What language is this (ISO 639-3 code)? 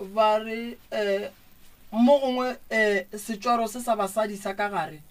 nso